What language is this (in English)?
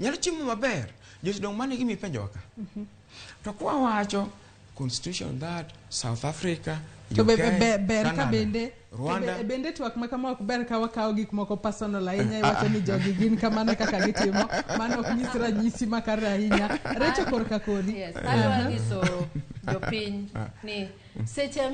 Luo (Kenya and Tanzania)